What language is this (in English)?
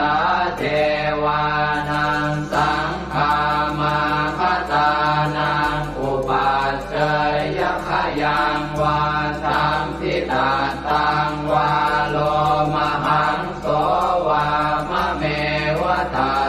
Pali